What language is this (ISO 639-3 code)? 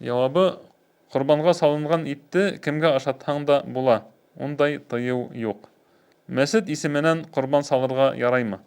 bak